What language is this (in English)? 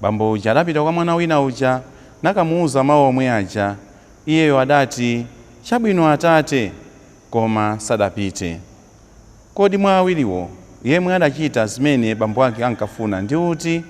Nyanja